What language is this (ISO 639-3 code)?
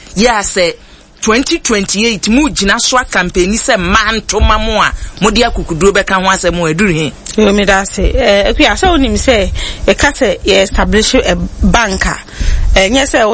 aka